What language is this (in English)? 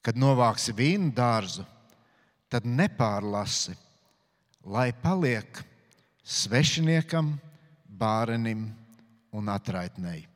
Latvian